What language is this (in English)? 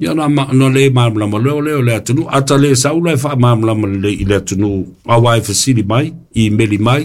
Samoan